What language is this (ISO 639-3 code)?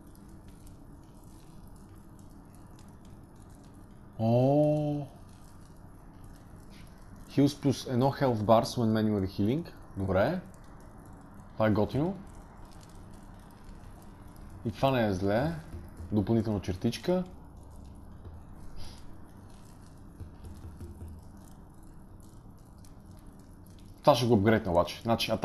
bul